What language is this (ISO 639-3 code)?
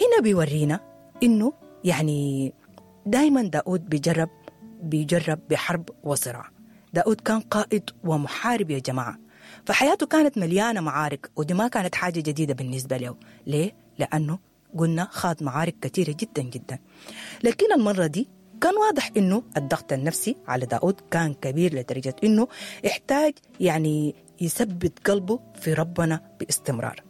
apd